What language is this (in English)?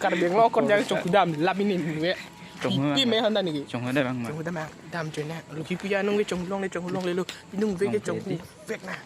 Karbi